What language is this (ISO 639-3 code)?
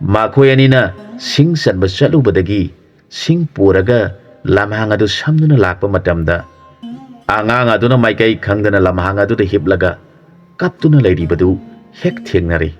mni